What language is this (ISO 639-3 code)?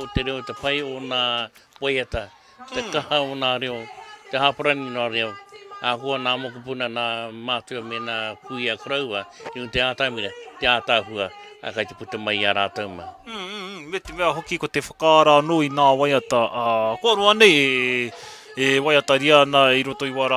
mri